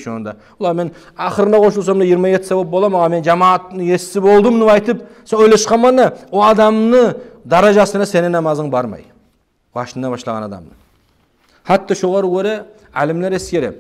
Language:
Kumyk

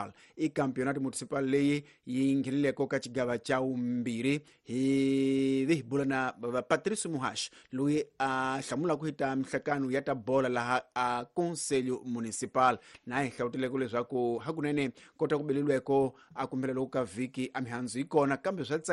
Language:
Tsonga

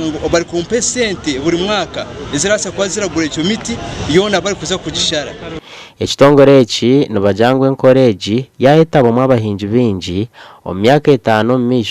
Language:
Nyankole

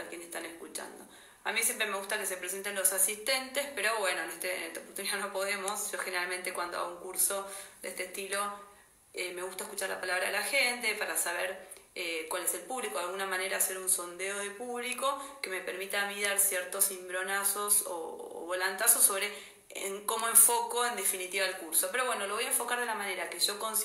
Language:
Spanish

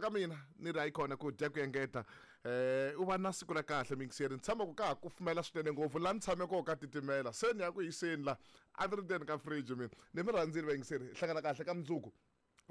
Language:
Tsonga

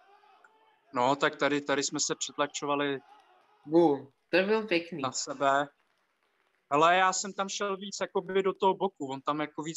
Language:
Czech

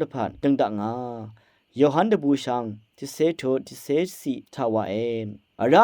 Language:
Rawang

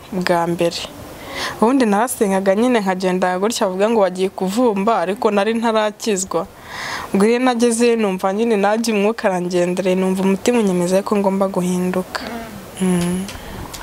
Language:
Kinyarwanda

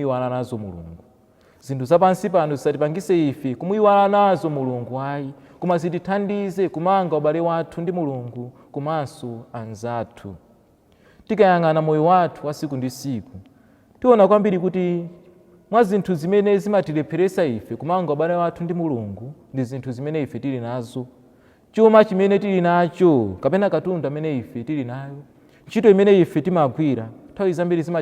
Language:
Nyanja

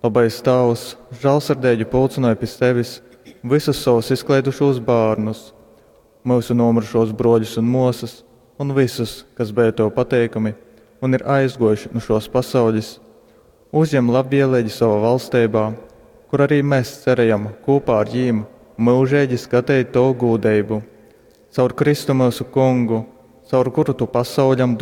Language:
Latgalian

